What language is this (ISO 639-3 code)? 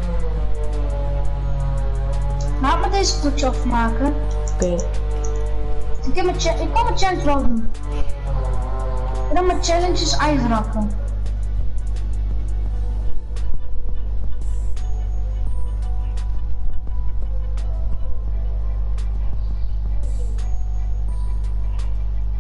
nld